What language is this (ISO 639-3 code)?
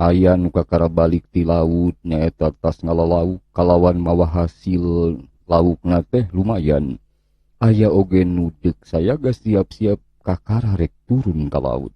sun